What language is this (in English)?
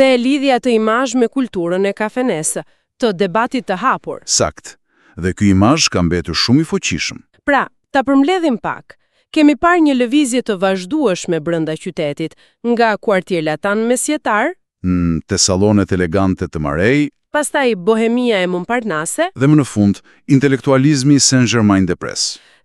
Albanian